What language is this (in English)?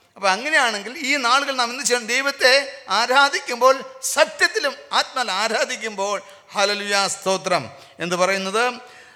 Malayalam